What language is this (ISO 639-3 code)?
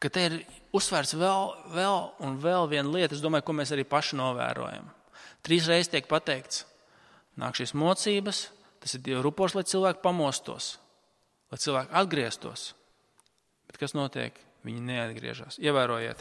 lav